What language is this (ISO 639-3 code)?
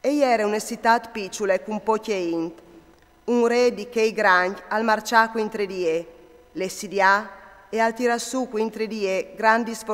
fur